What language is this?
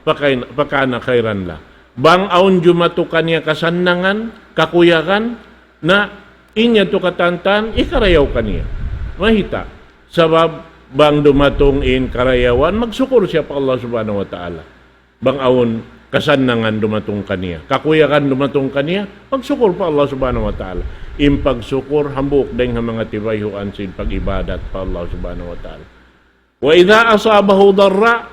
Tausug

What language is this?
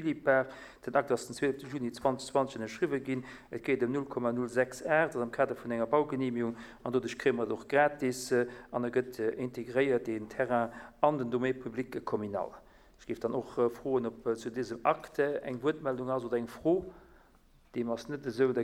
Luxembourgish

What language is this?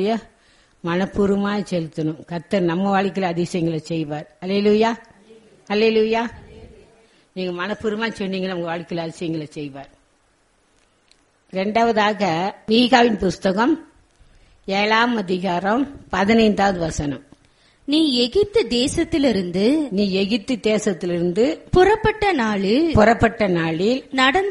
Tamil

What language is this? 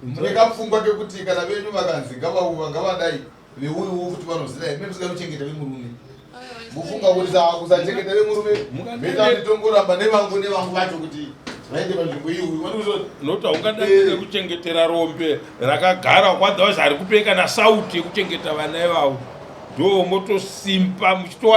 Shona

